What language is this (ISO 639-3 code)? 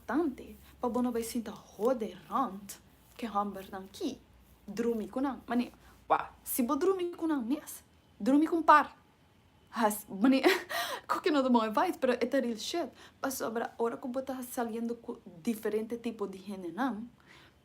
pap